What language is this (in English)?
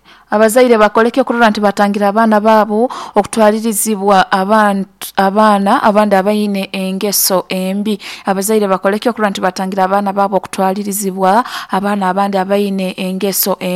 Nyoro